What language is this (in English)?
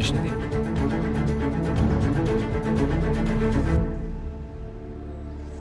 Persian